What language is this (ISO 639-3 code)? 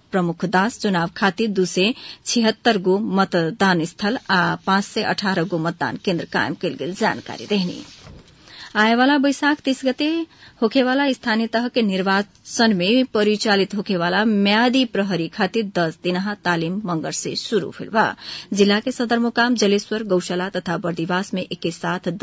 bho